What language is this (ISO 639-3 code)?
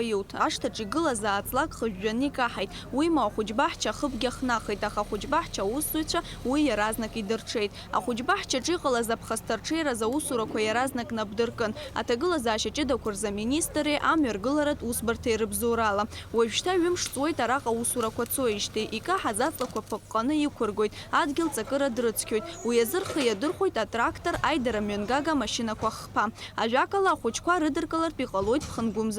abk